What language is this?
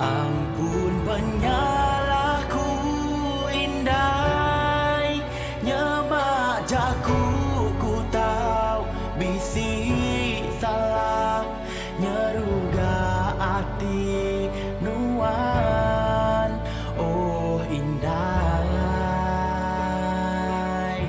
Iban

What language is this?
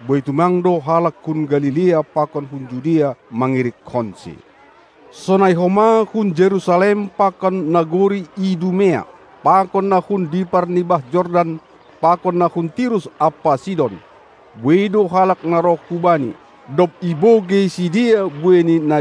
Batak Simalungun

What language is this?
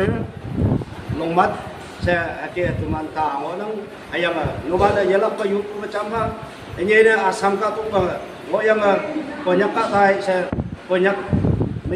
Naga Pidgin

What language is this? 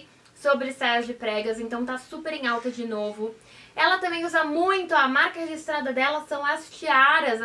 Portuguese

